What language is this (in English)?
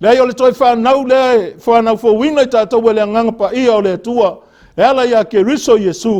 Samoan